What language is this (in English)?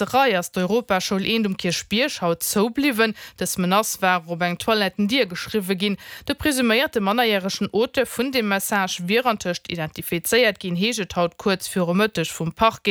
Luxembourgish